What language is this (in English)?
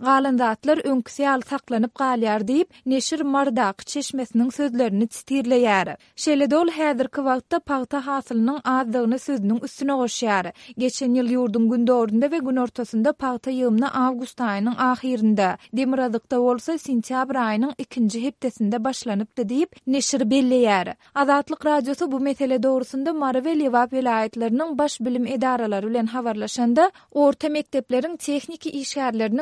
Turkmen